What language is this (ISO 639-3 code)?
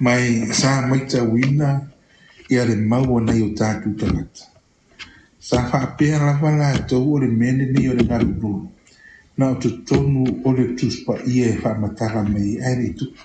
smo